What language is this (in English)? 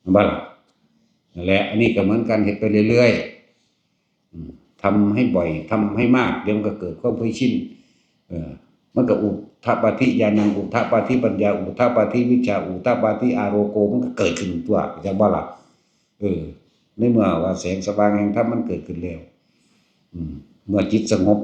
Northeastern Thai